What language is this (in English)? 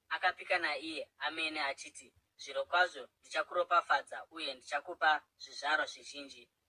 Shona